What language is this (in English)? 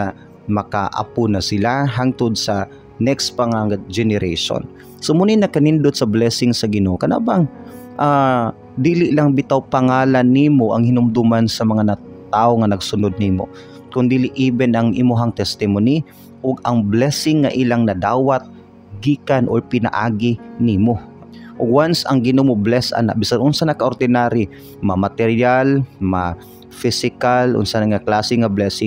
Cebuano